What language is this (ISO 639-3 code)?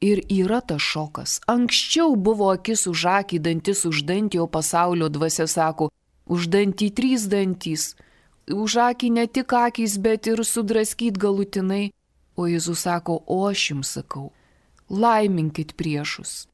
lit